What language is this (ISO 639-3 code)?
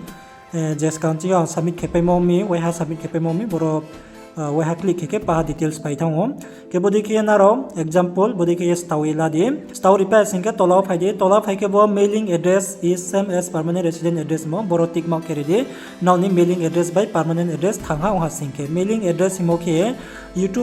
ria